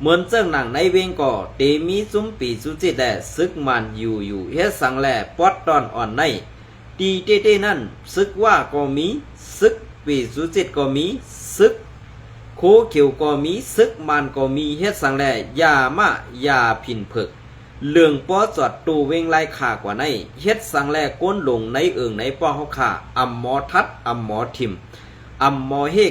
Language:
Shan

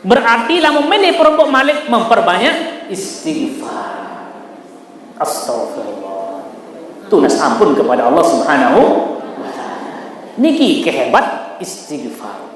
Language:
Sasak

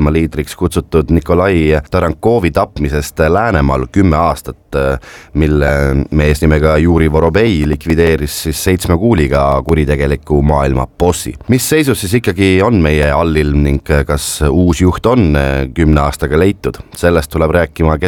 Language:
Estonian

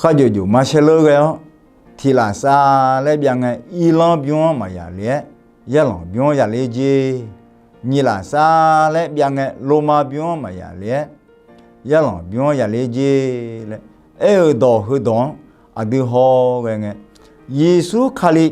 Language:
Akha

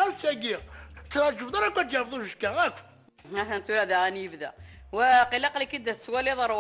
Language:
Kabyle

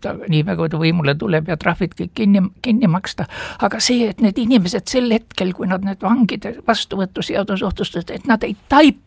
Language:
Estonian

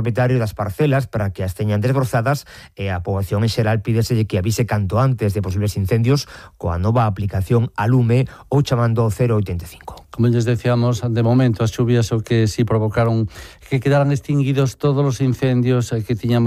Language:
Galician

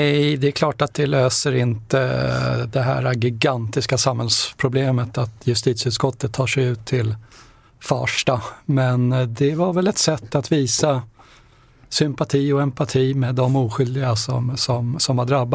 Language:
Swedish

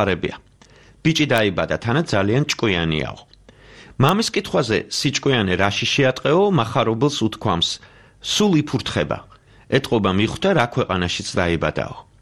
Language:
Georgian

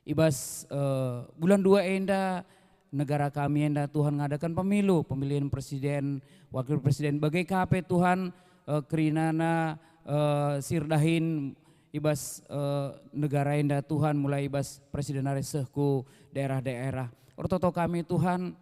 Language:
Batak Karo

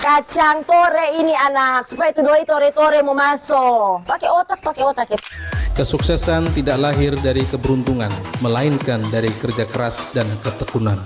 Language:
Manado Malay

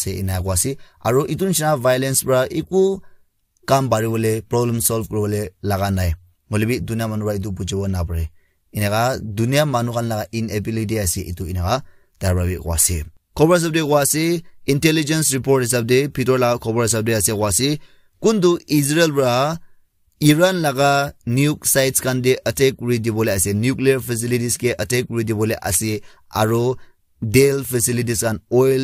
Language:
Naga Pidgin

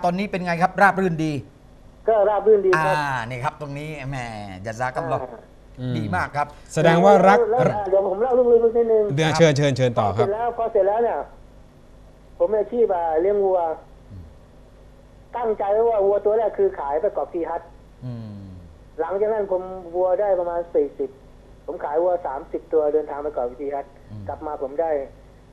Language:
Thai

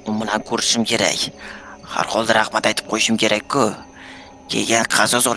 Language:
Uzbek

